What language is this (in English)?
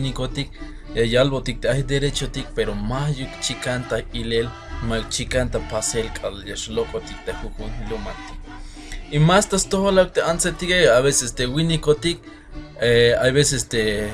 Tzeltal